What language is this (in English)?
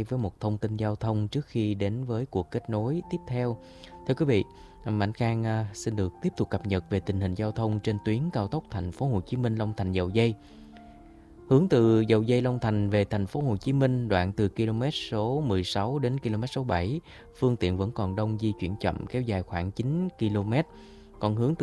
Vietnamese